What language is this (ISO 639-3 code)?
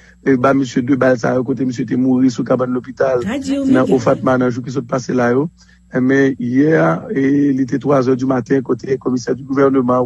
hat